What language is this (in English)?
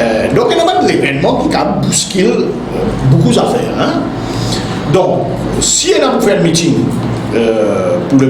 Morisyen